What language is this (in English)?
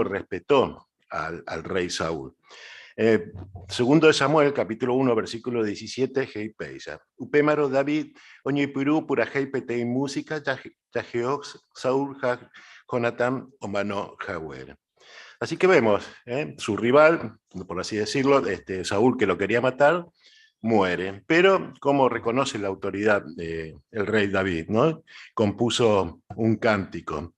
Guarani